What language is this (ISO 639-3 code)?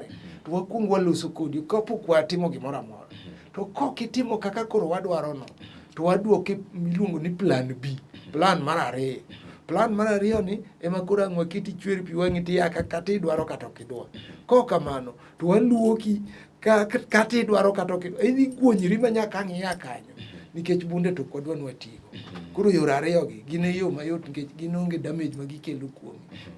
luo